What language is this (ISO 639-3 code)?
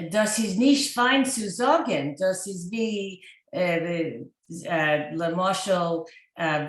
yid